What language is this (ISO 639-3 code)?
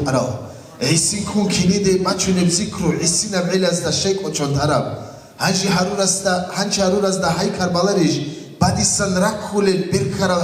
ava